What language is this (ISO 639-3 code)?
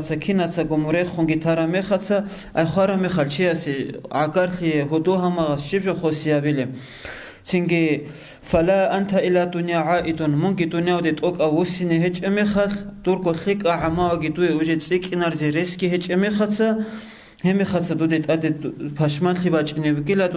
ava